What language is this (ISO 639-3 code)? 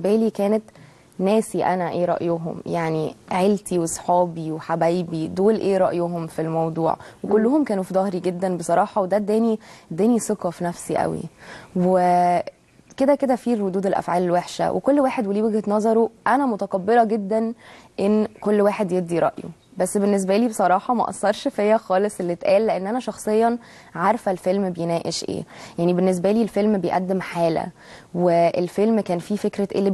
arz